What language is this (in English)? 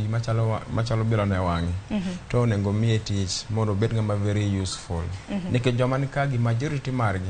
Luo (Kenya and Tanzania)